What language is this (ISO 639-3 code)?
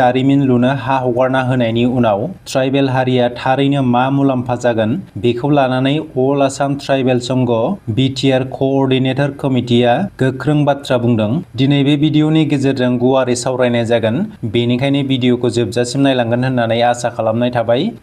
brx